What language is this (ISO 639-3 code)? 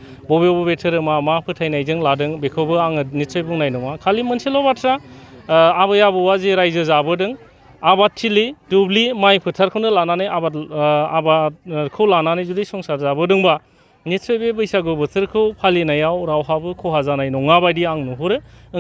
brx